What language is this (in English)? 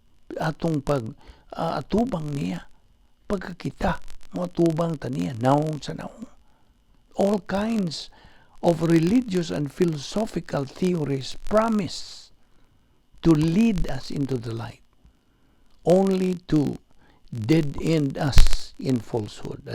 Cebuano